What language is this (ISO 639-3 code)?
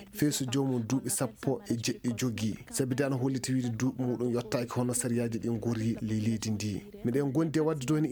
ful